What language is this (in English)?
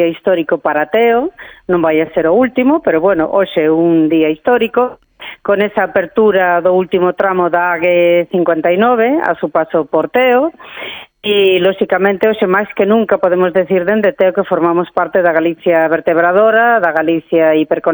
Galician